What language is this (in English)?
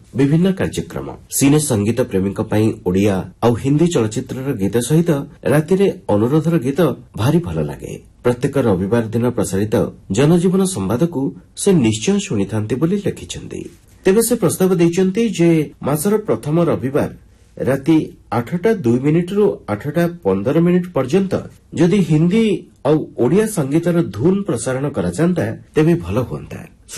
Odia